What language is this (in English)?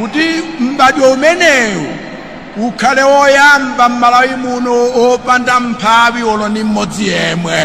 Nyanja